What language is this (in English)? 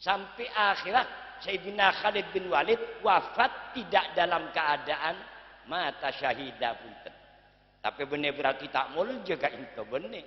Madurese